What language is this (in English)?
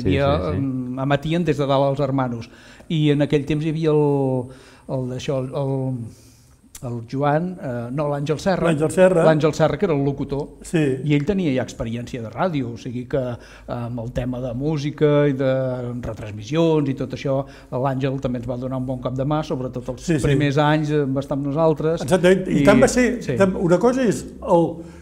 Catalan